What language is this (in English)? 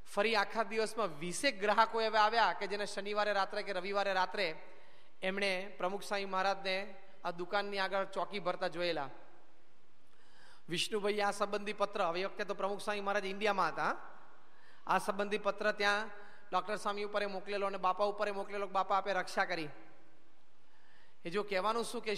Gujarati